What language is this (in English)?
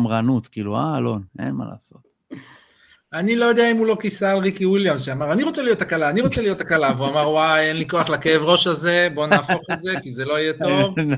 Hebrew